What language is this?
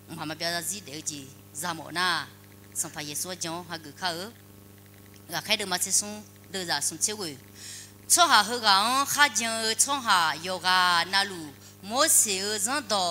Akha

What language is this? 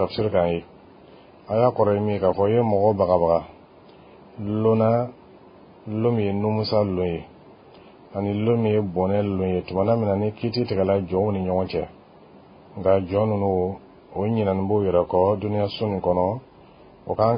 Bambara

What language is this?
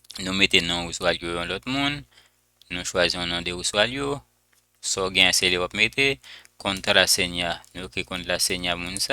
Haitian Creole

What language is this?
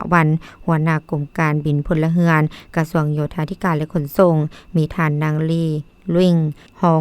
Lao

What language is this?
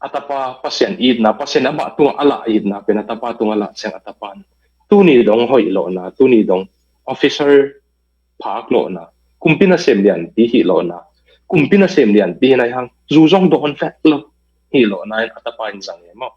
Tedim Chin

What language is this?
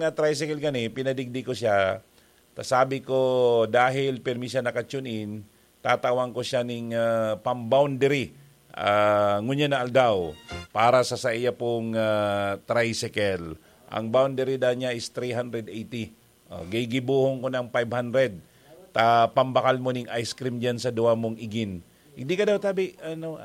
Bikol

